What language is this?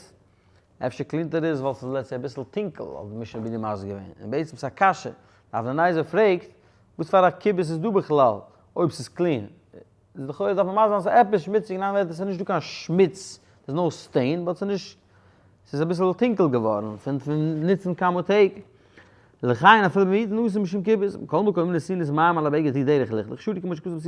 Yiddish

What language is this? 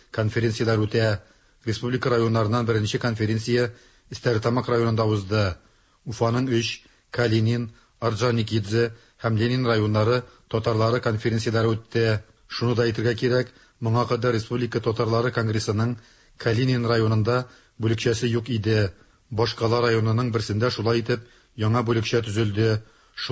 Tatar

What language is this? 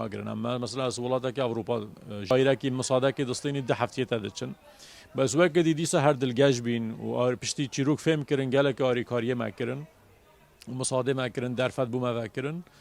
Kurdish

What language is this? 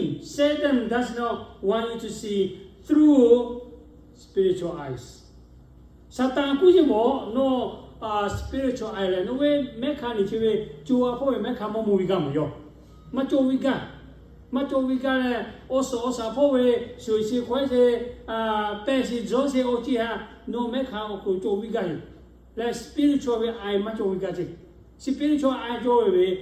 Lahu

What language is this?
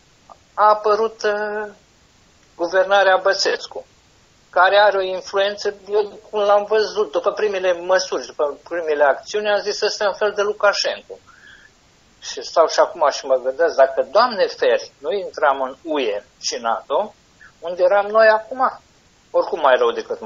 Romanian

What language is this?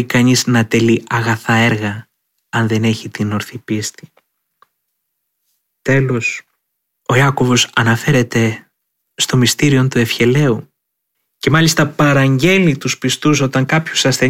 Greek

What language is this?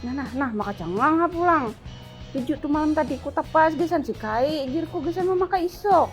Banjar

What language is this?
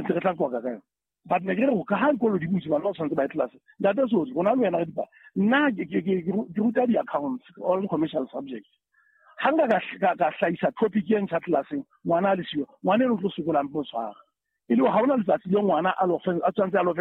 Southern Sotho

